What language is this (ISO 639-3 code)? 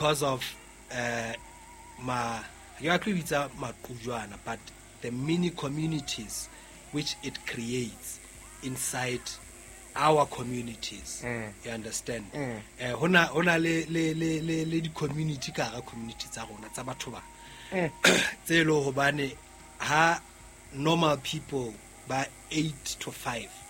sot